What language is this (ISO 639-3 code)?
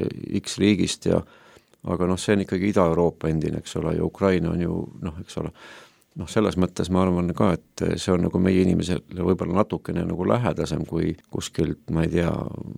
est